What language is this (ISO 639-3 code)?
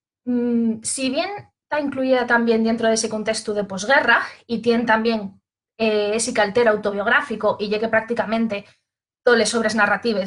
ast